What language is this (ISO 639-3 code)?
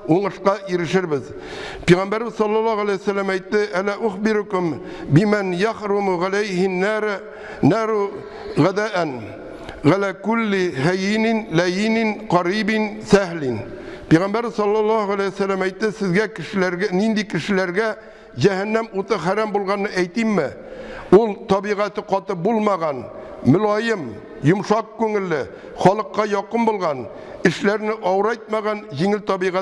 tat